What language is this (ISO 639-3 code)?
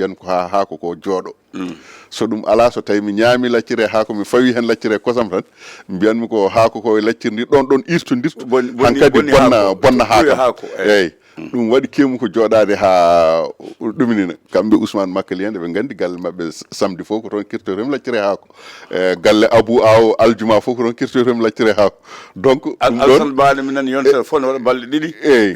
ful